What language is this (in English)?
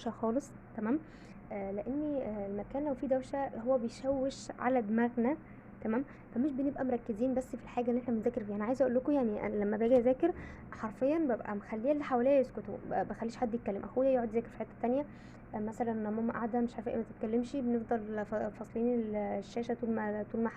Egyptian Arabic